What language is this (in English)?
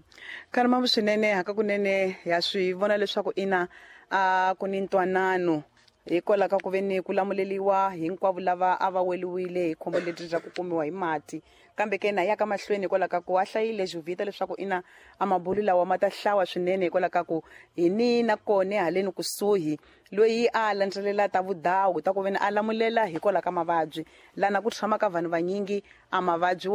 Tsonga